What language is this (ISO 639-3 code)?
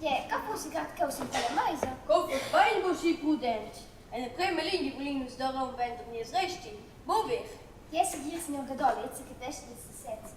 roh